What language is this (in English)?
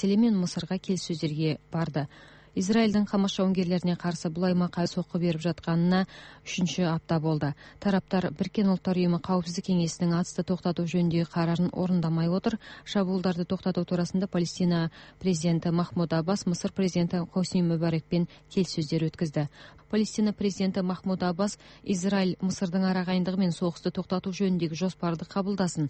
Kazakh